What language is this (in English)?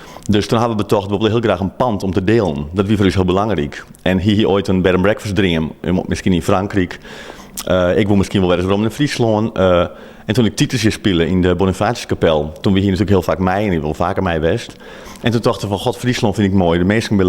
Western Frisian